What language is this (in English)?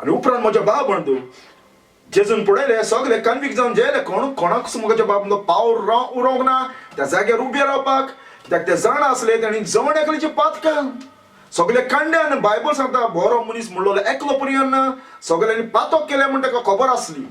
Konkani